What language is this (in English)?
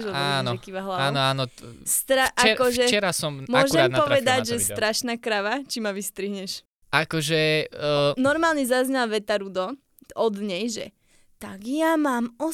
Slovak